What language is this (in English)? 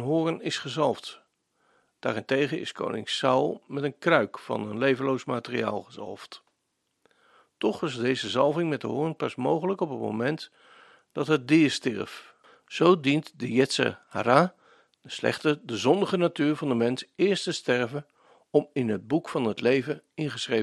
Dutch